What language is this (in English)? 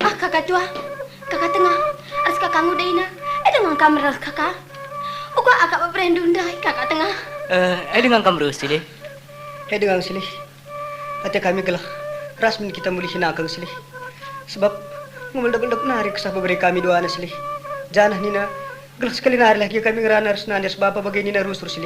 Batak Karo